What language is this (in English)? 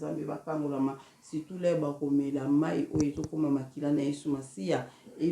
Lingala